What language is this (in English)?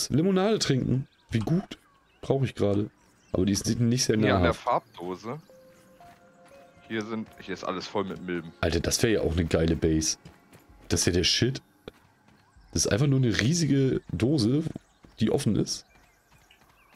German